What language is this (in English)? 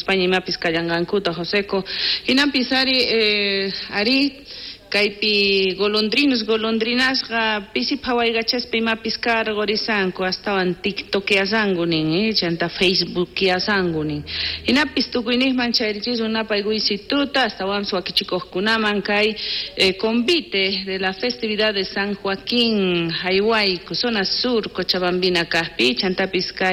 South Bolivian Quechua